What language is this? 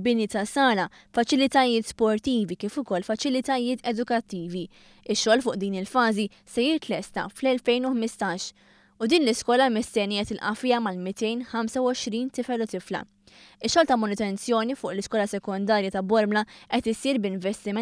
Maltese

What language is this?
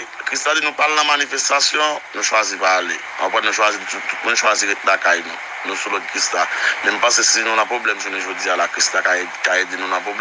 Haitian Creole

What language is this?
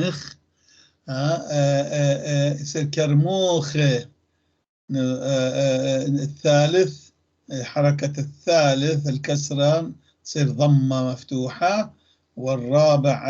North Levantine Arabic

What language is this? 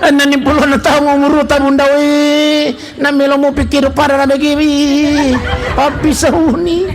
Buginese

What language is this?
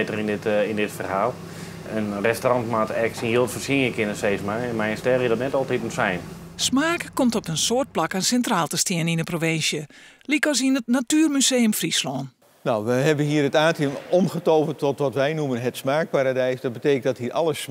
Western Frisian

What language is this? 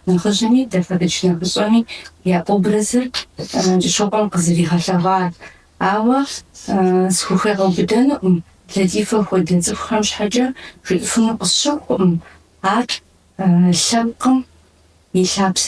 Kabardian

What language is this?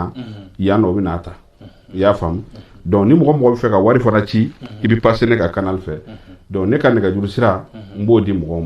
Bambara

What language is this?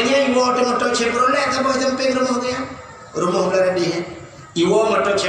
Achinese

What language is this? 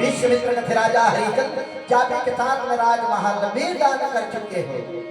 Chhattisgarhi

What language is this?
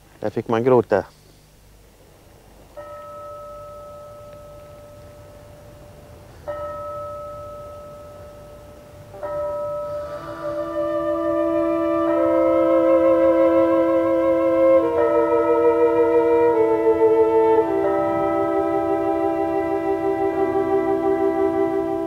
Swedish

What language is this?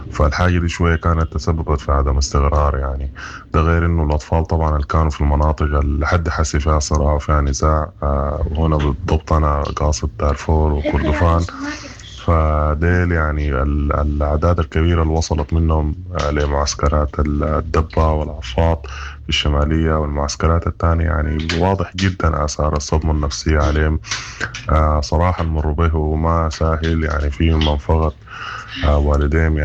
Sudanese Arabic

